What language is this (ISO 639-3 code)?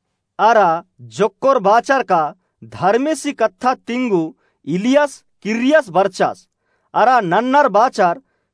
kru